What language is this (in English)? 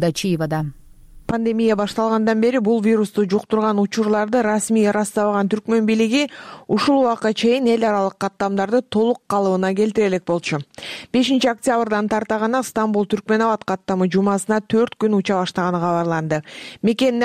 Kyrgyz